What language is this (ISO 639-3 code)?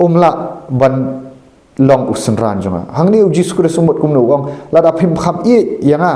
kha